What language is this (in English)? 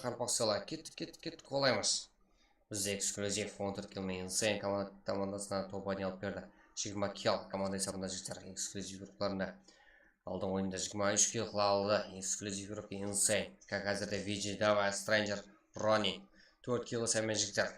Kara-Kalpak